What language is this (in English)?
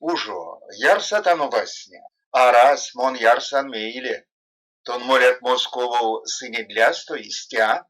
Erzya